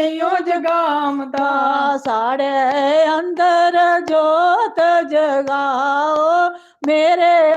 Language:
Dogri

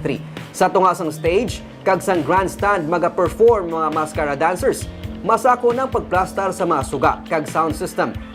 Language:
Hiligaynon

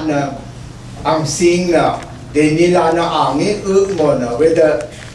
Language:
Rawang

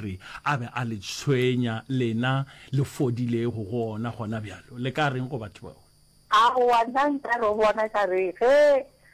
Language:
Northern Sotho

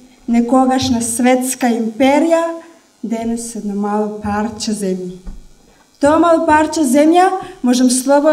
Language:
Macedonian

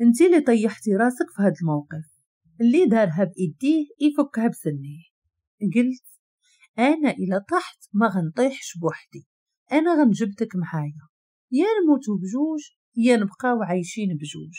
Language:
Moroccan Arabic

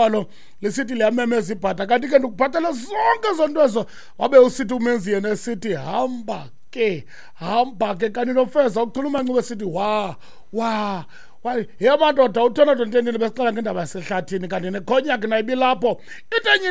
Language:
Xhosa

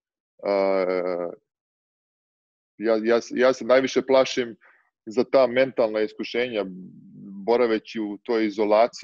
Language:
Serbian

